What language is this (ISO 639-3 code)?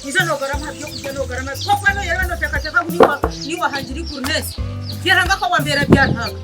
nyn